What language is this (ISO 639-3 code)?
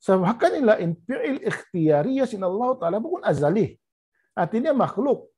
tsg